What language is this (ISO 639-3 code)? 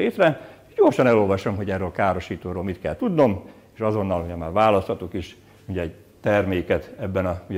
hun